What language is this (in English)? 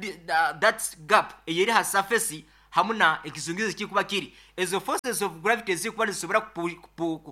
Nyoro